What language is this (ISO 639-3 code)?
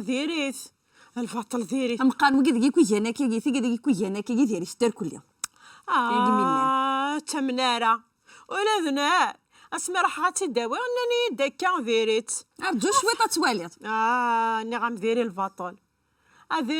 kab